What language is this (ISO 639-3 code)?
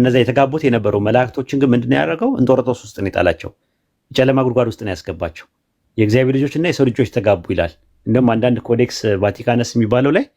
amh